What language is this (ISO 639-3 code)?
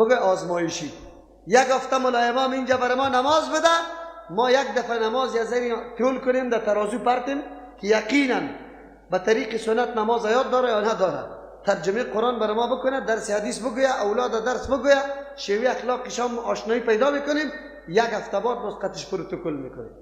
fas